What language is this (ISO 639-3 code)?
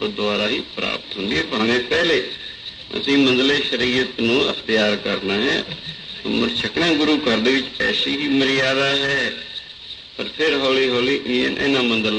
pan